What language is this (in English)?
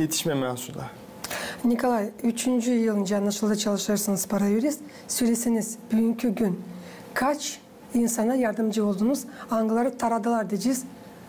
Gagauz